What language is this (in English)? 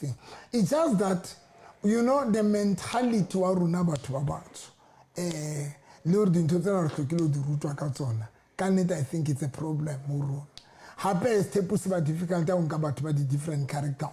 Southern Sotho